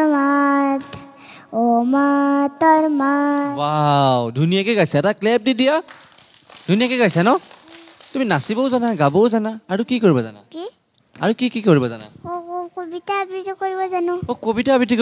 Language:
Assamese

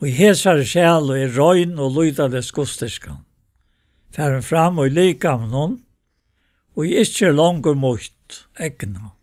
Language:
Faroese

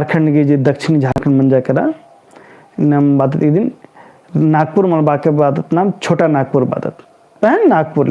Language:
Kurukh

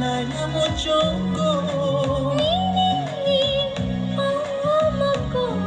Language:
Kok Borok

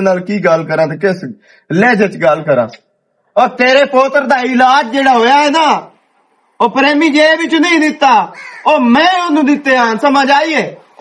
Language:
Western Panjabi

